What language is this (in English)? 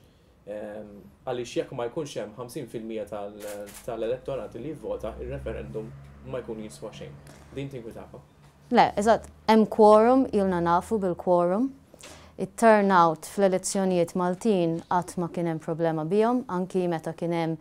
Maltese